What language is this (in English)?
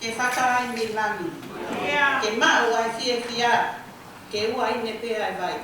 Tongan